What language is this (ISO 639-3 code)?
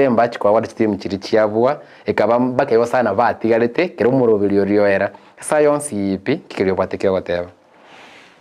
guz